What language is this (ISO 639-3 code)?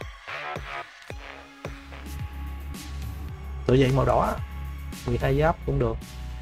vie